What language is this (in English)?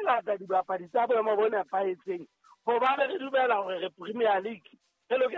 Southern Sotho